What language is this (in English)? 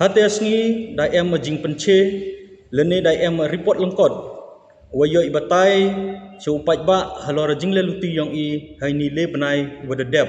Khasi